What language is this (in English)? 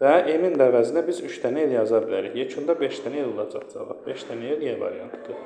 Azerbaijani